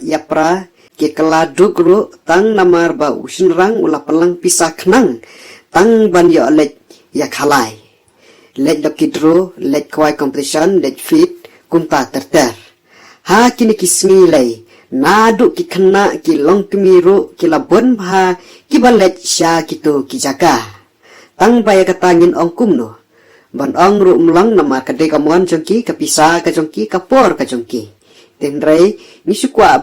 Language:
Khasi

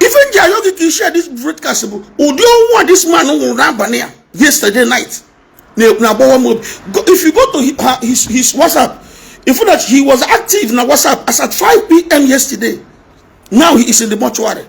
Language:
Igbo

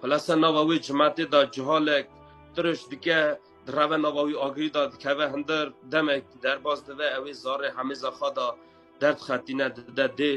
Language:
Kurdish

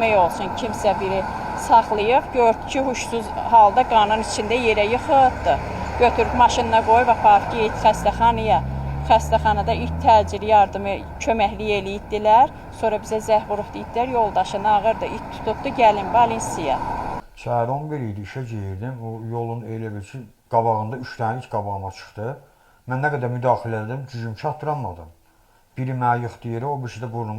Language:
Azerbaijani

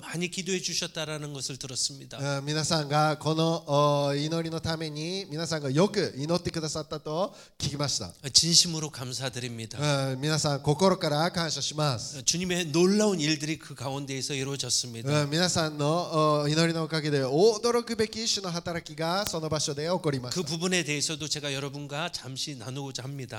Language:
Korean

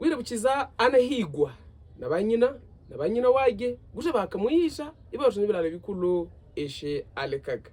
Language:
Havu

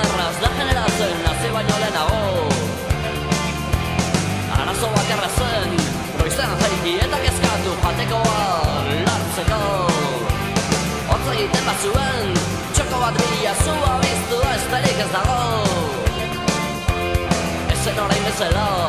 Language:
Basque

